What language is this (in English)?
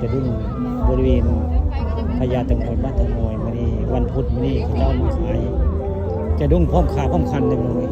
Northeastern Thai